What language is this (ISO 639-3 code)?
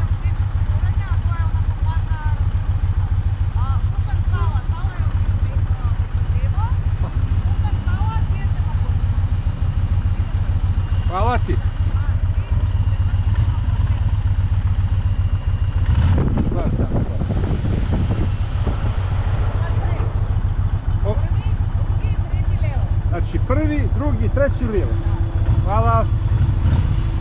hrv